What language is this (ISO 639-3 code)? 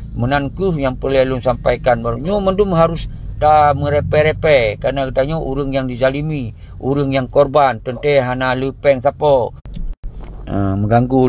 ace